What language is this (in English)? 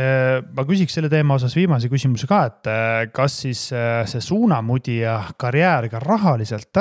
Estonian